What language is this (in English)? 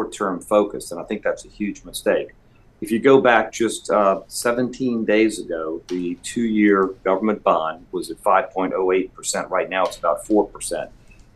English